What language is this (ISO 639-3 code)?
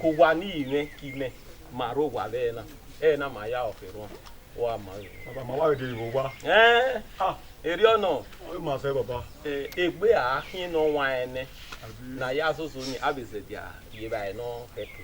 bin